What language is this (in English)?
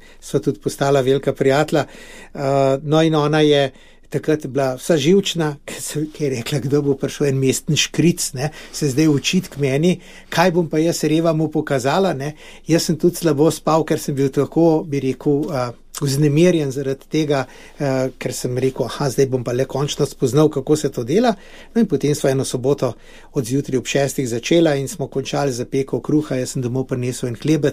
Slovenian